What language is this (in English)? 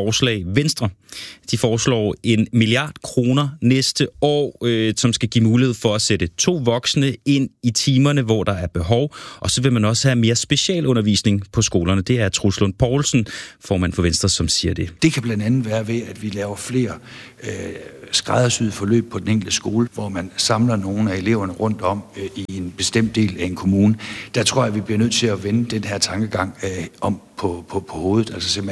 Danish